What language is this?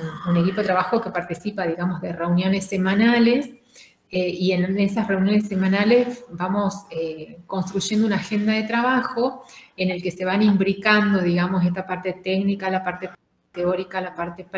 Spanish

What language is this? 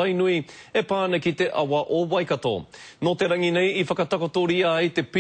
Māori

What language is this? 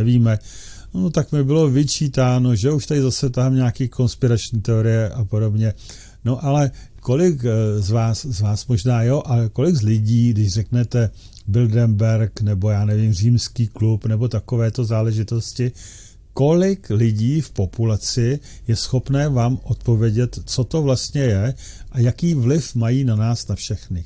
Czech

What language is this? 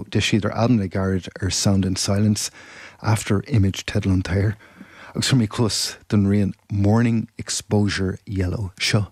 Irish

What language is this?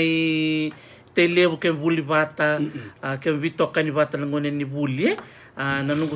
Fijian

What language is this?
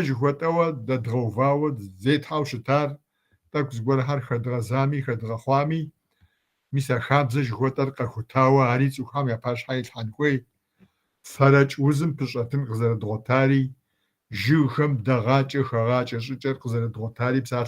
Kabardian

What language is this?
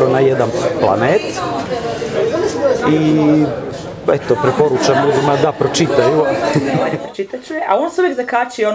Croatian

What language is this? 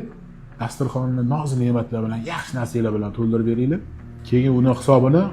Uzbek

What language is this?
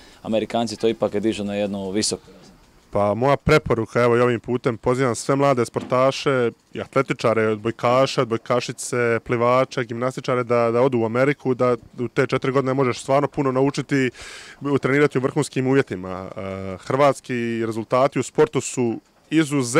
Croatian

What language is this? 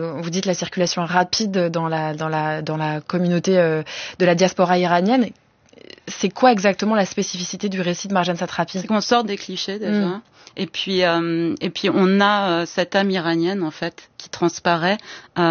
French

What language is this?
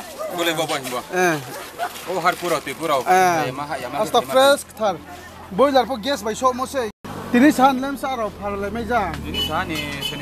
Riang (India)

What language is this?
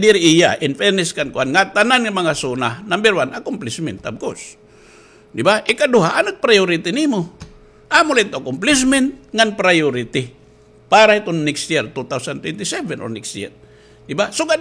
Waray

